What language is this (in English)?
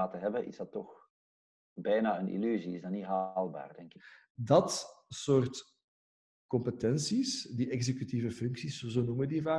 Dutch